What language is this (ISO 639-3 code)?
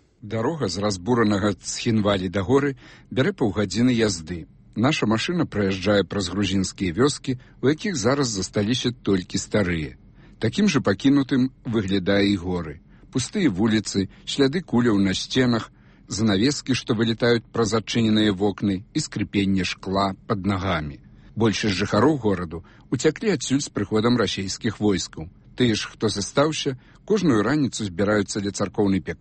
bel